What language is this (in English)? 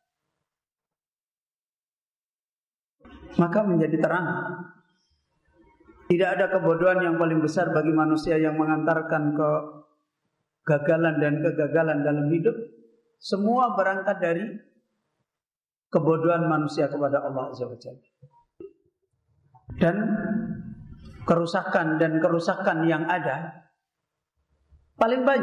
Indonesian